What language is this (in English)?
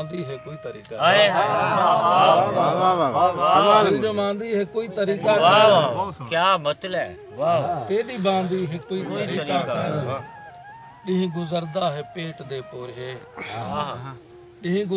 Saraiki